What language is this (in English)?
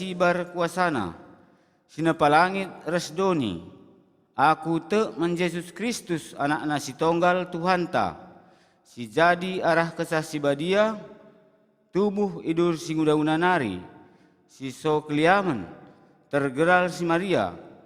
Batak Karo